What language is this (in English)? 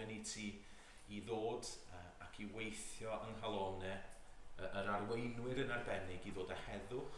Welsh